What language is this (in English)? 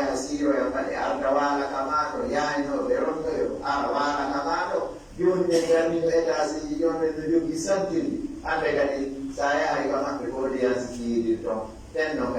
Pular